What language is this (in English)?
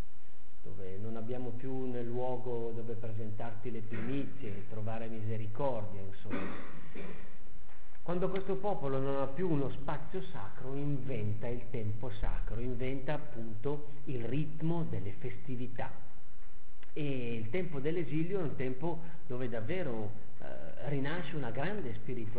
Italian